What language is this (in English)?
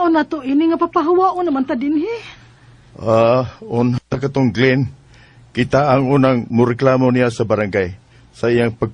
Cebuano